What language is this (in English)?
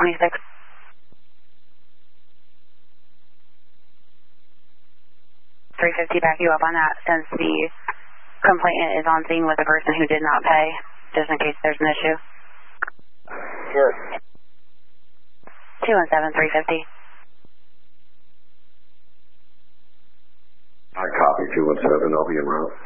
English